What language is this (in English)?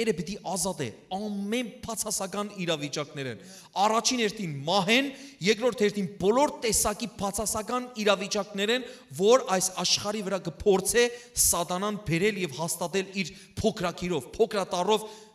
Western Armenian